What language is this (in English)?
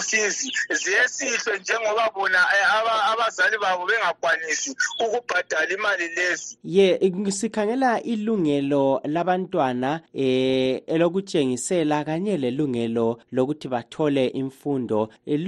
North Ndebele